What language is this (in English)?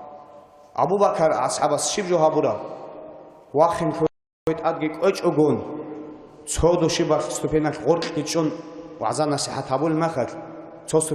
Avaric